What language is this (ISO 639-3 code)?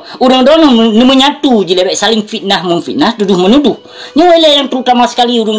ace